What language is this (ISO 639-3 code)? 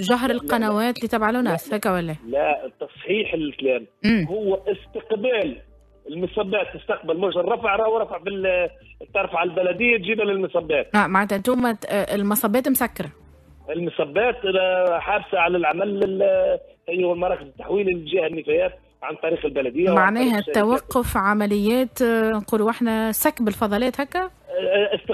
aeb